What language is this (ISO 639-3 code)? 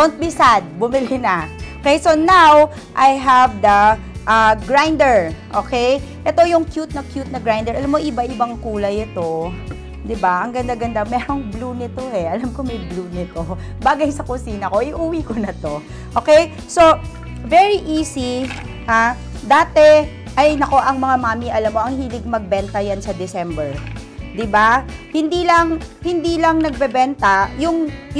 fil